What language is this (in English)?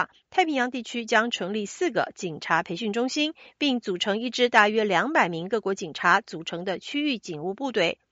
Chinese